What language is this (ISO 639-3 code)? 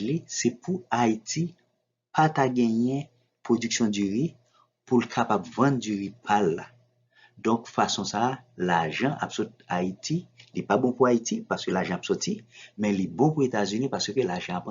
hat